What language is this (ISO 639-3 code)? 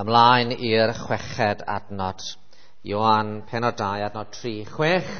cym